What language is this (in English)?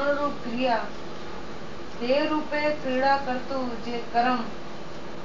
Gujarati